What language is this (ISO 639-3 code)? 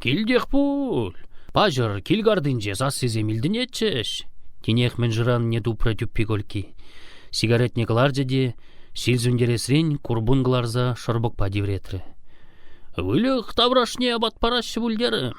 chv